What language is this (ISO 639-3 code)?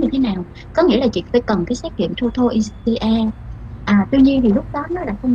vie